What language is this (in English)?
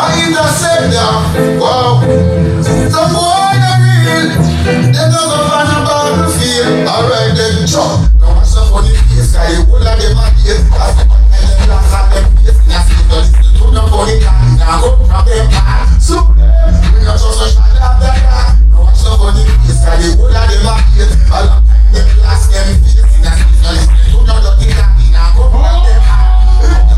Jamaican Creole English